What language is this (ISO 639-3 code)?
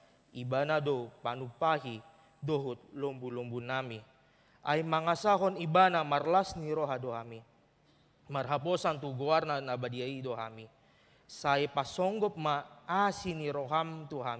bbc